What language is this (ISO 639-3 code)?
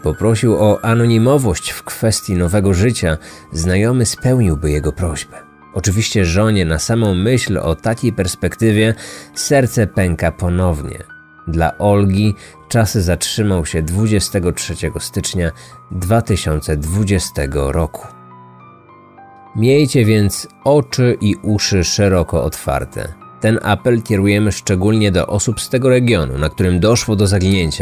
pol